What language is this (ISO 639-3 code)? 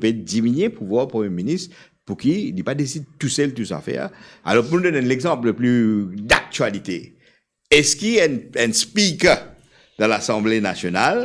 mfe